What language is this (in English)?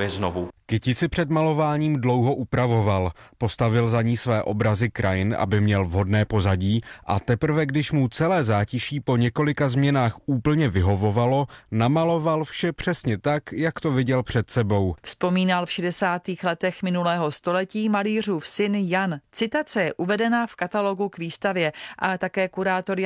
Czech